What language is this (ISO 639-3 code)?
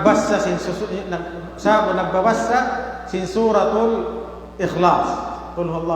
tsg